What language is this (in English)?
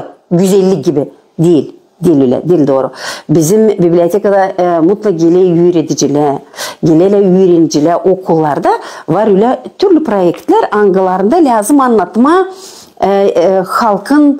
Gagauz